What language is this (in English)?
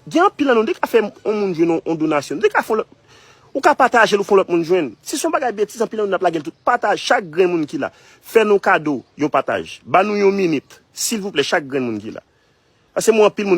Haitian Creole